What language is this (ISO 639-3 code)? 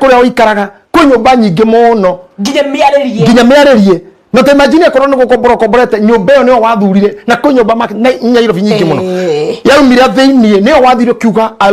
kik